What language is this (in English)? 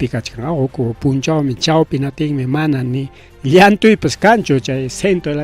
Ayacucho Quechua